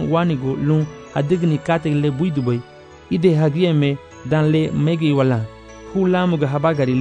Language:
Garifuna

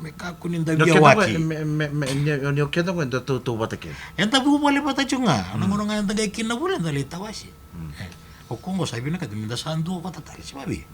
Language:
Fijian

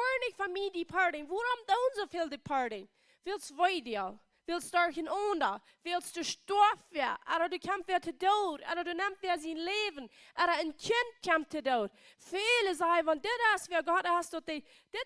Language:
Plautdietsch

